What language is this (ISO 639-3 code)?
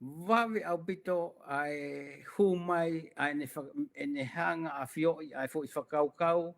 ton